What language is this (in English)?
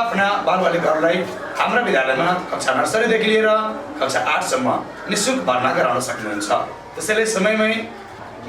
Nepali